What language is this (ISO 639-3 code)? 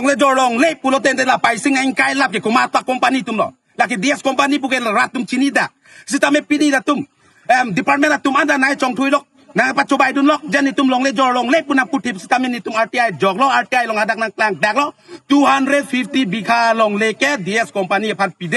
mjw